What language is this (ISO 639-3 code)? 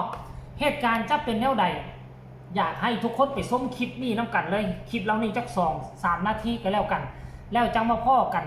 tts